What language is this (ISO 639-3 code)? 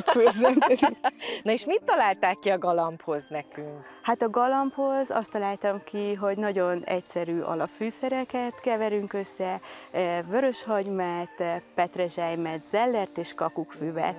hun